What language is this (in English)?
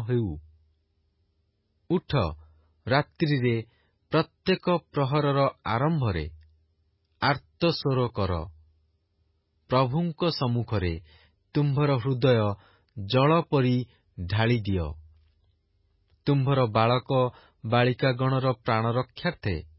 Odia